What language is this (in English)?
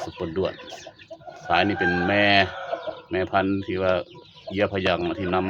Lao